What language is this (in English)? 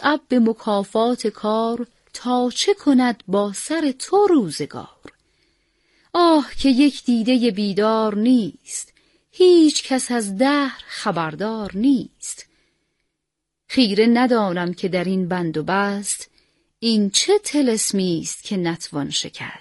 Persian